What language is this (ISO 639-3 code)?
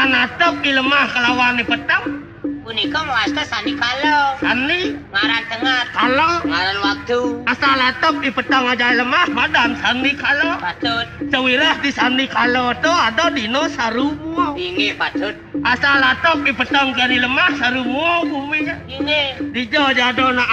ban